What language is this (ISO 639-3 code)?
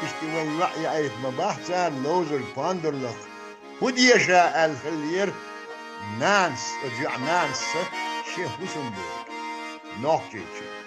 che